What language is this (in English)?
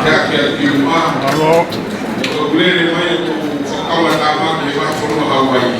Tongan